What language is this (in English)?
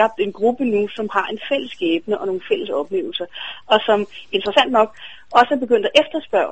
Danish